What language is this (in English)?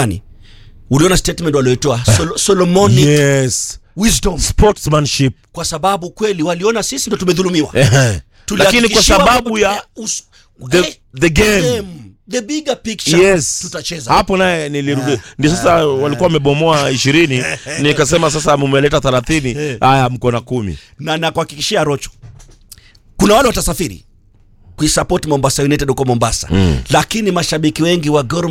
Swahili